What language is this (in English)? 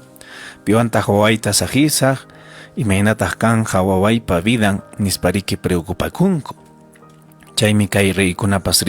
Ayacucho Quechua